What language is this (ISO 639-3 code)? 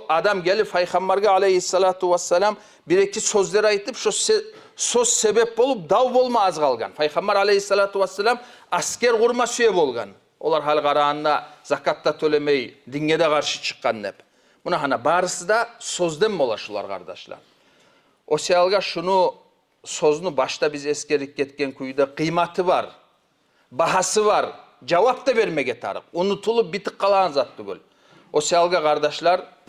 kum